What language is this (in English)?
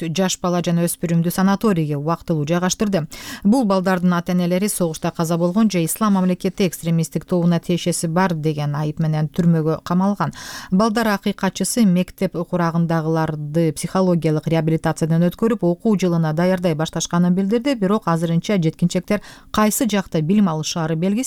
Kyrgyz